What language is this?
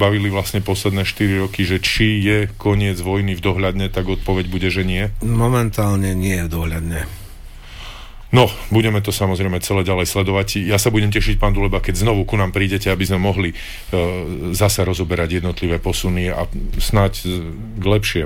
Slovak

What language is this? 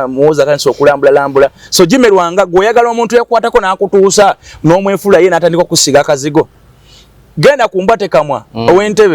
Ganda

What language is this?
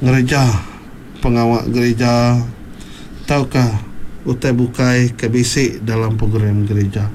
Iban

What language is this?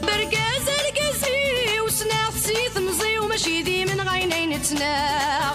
Kabyle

